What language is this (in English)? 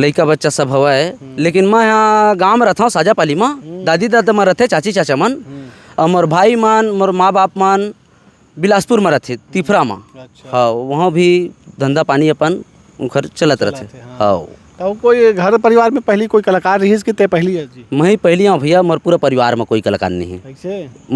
Chhattisgarhi